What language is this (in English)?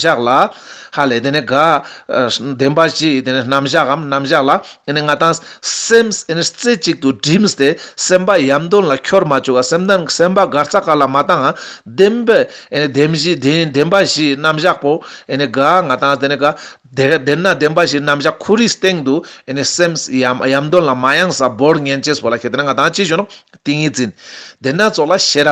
Ladakhi